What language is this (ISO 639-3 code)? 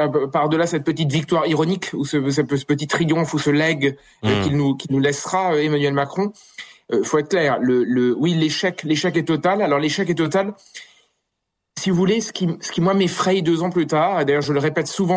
fra